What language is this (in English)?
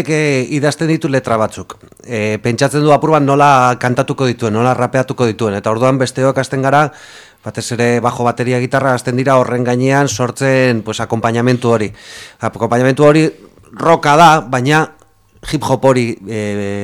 Basque